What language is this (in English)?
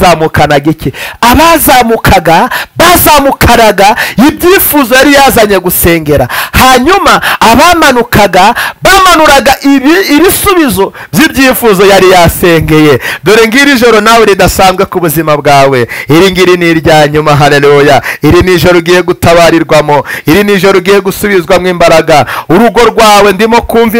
Kinyarwanda